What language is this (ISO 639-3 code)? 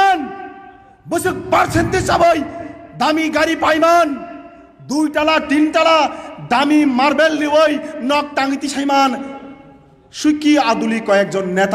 trp